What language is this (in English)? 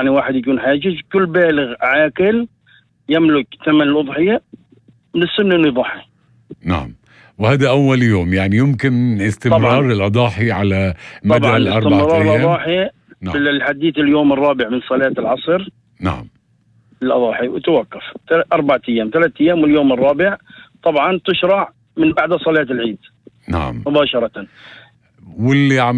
North Levantine Arabic